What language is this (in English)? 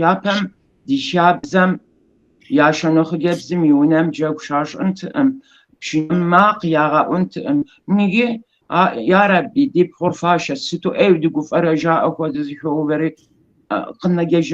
Kabardian